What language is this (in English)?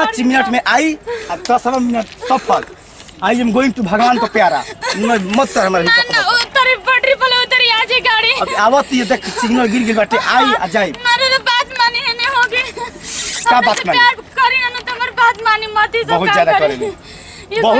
Bhojpuri